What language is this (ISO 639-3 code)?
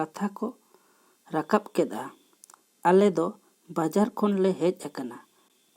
sat